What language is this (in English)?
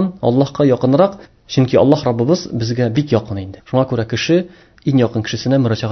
Tatar